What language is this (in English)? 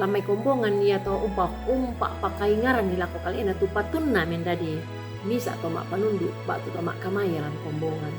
Toraja-Sa'dan